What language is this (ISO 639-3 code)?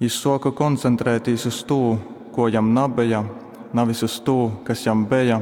ltg